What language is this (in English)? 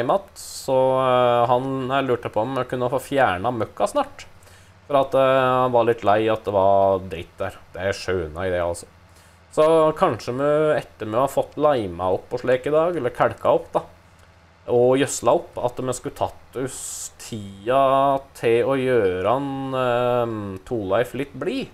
Norwegian